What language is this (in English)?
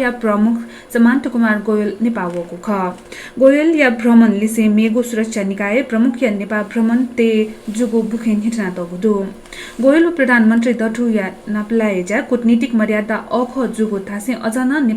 Newari